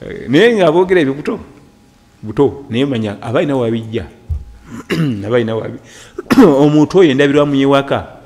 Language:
Ganda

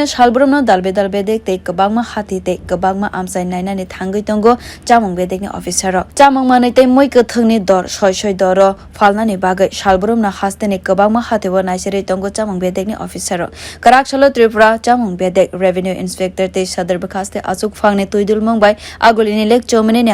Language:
Kok Borok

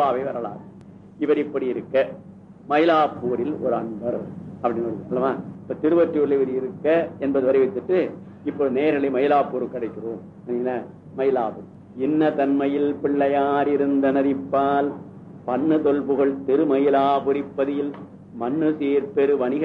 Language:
Tamil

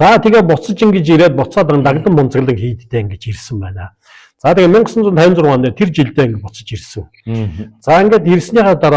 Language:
Mongolian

